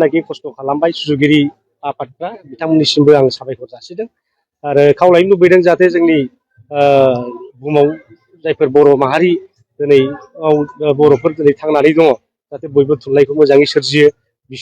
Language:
Bodo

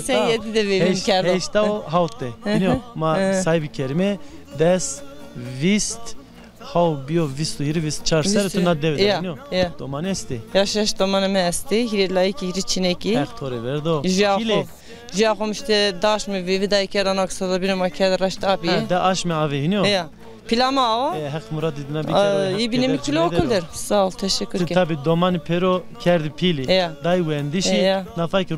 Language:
Zaza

